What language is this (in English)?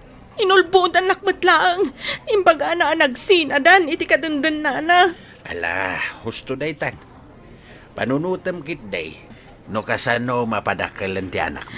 Iloko